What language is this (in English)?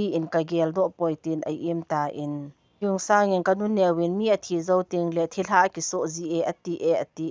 Thado Chin